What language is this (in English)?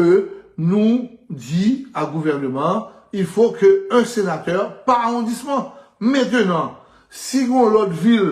Haitian Creole